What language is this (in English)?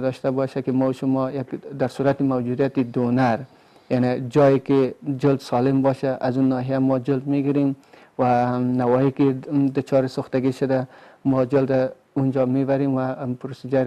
Persian